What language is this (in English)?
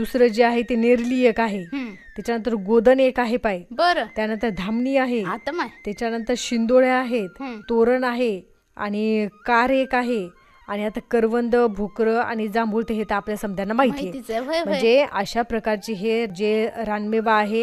Marathi